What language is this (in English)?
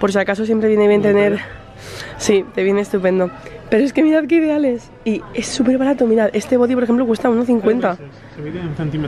Spanish